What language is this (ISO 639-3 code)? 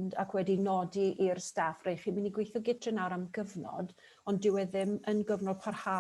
cym